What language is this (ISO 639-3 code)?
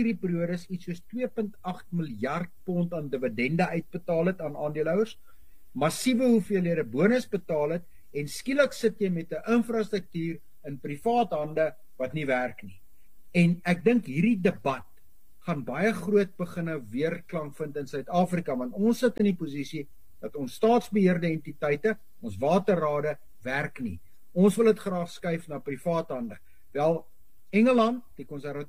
afr